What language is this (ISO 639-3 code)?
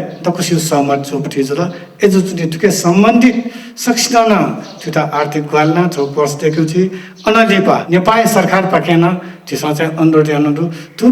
new